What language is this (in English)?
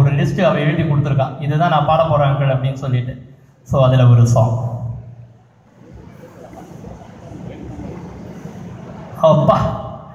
Tamil